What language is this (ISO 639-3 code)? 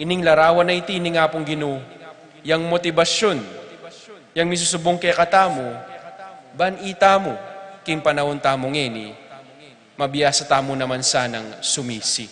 pam